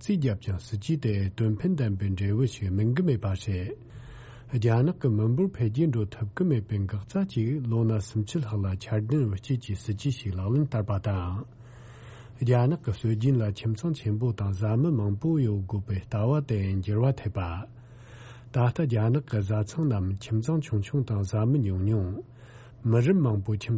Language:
Tibetan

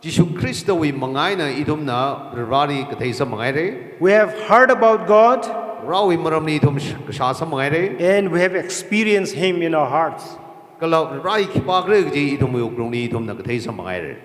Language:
Tangkhul Naga (India)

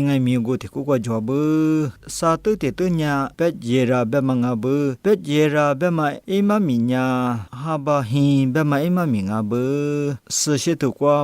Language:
Lisu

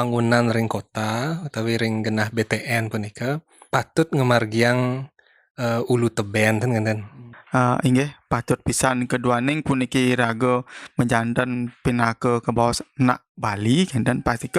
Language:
Balinese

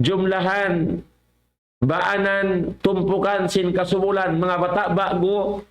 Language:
Tausug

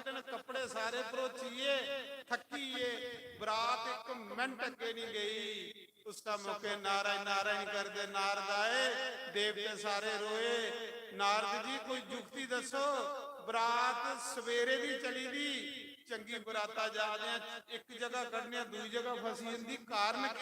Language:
Dogri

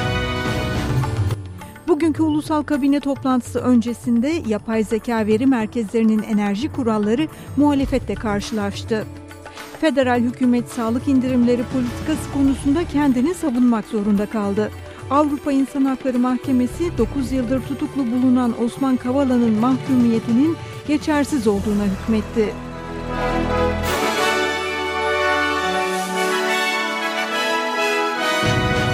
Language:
Turkish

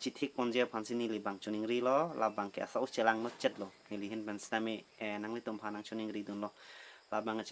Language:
Karbi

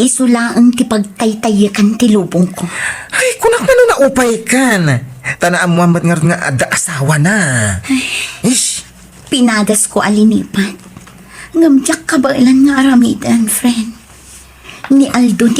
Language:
Iloko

